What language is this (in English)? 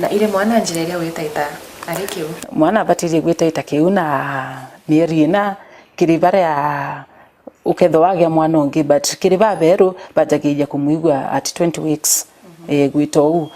Meru